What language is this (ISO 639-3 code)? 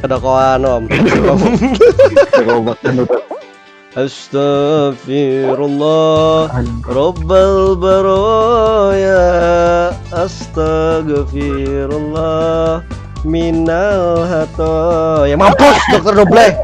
bjn